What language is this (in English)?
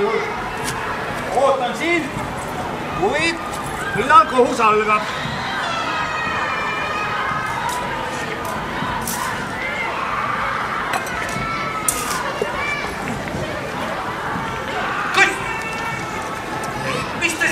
Estonian